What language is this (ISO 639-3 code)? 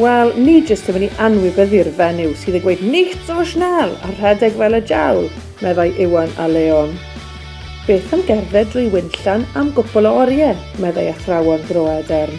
cym